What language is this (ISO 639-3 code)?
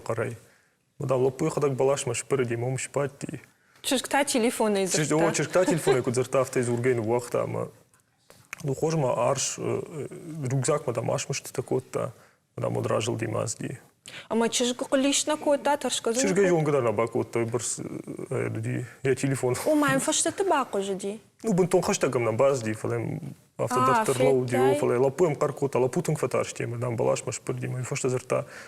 oss